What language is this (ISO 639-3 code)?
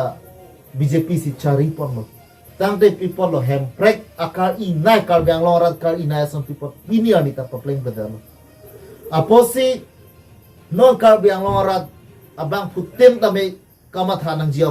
mjw